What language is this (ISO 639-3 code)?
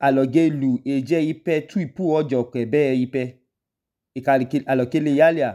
idu